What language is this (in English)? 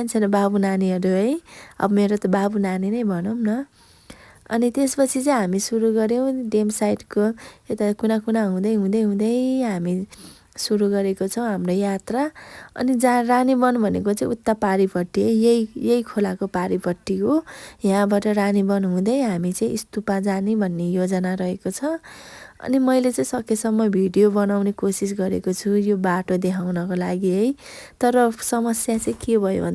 Nepali